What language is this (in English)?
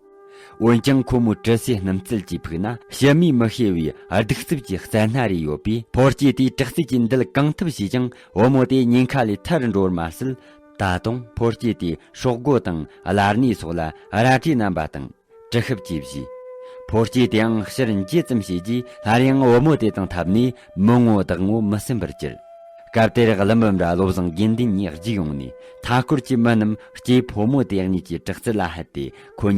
Tibetan